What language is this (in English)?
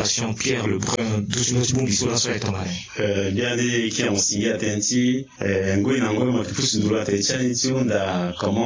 Sango